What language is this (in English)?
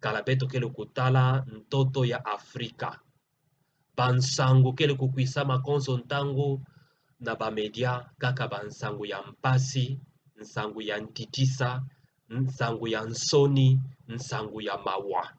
Kituba (Democratic Republic of Congo)